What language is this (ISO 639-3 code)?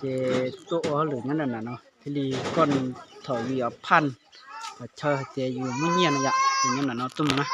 hmn